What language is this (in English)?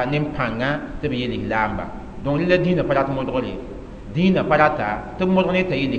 Mossi